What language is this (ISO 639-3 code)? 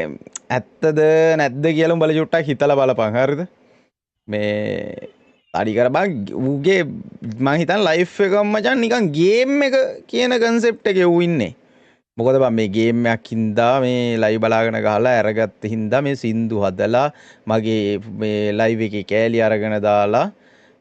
sin